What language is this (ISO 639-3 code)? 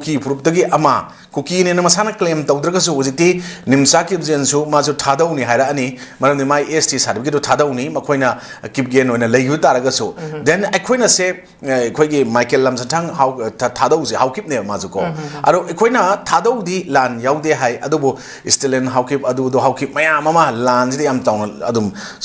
mni